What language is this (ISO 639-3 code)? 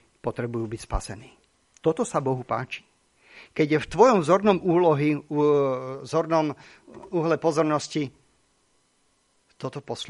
slk